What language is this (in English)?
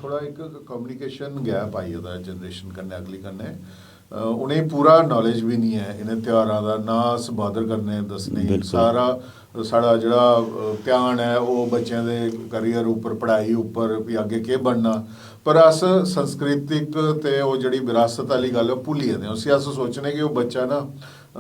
Dogri